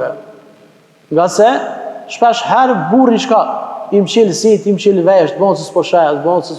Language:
Albanian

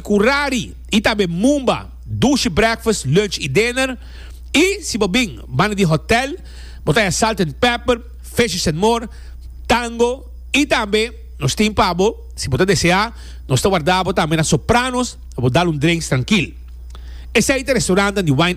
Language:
Papiamento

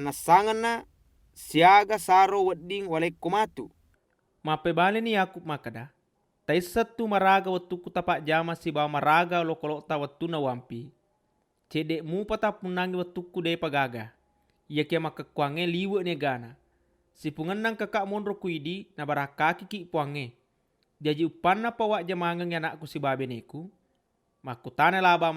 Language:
Buginese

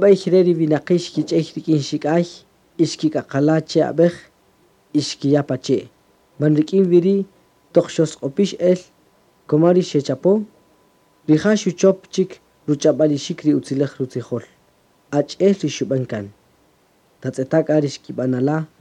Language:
Kaqchikel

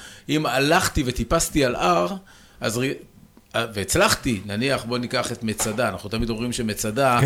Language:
Hebrew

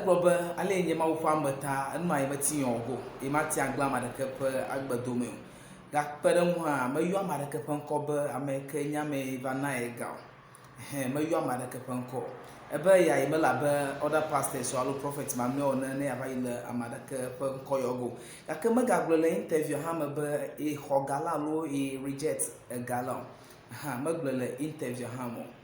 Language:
Ewe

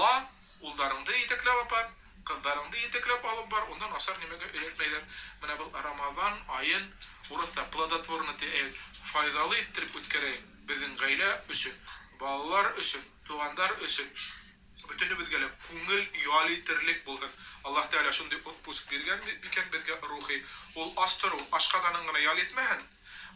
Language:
Bashkir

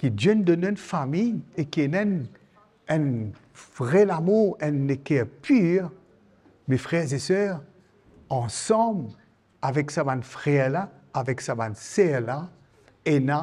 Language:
Morisyen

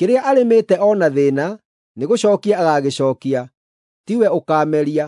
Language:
Kikuyu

